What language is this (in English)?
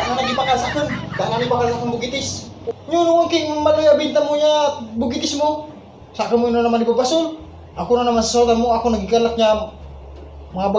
Bikol